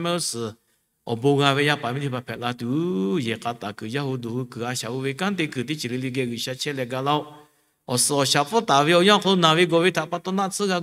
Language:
Lahu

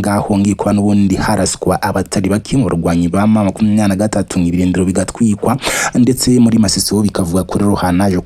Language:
Kinyarwanda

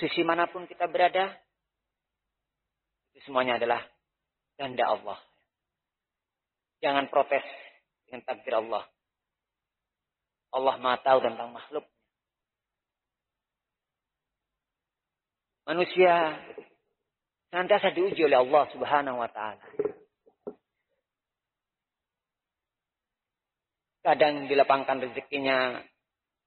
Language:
Indonesian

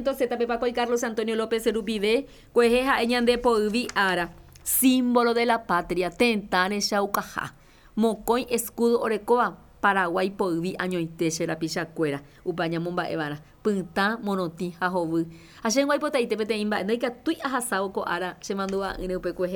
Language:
Guarani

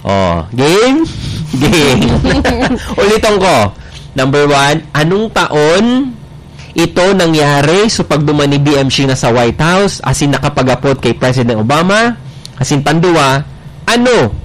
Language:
Bikol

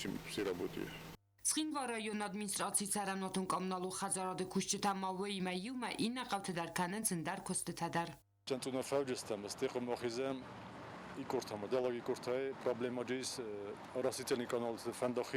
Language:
Ossetic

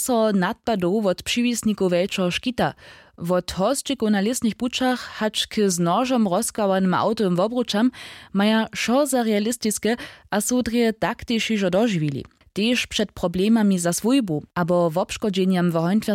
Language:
Upper Sorbian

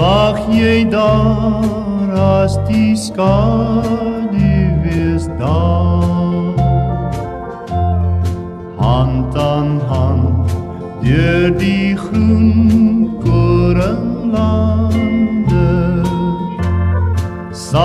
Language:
Afrikaans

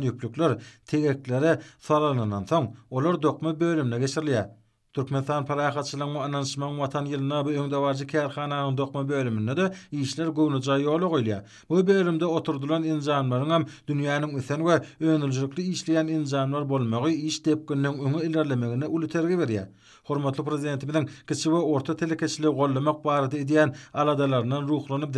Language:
Turkmen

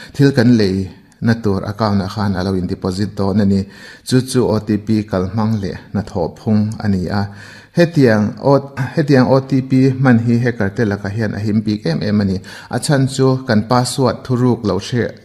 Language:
Mizo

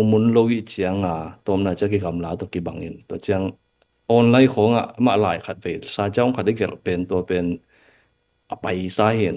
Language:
Tedim Chin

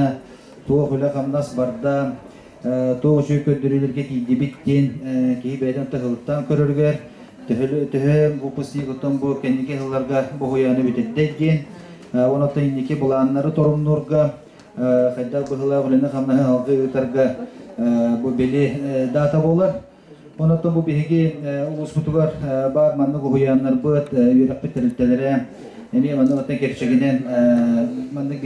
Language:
Yakut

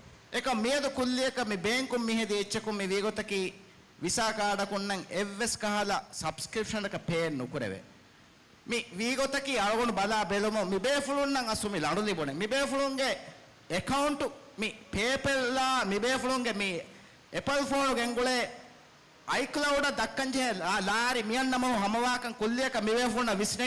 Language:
Divehi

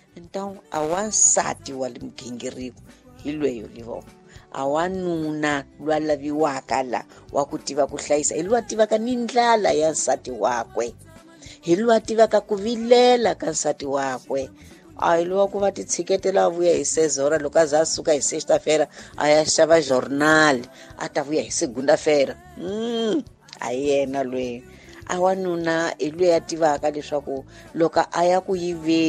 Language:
Tsonga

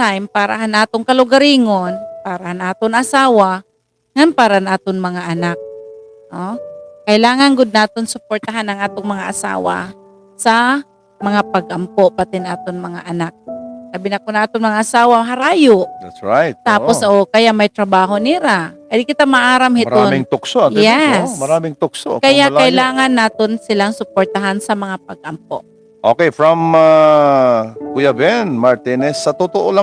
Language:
Waray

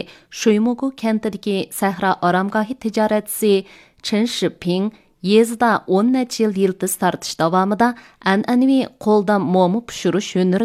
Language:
Uyghur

